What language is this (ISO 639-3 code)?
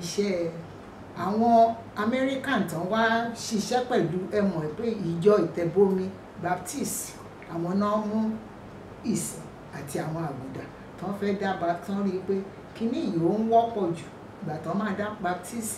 yor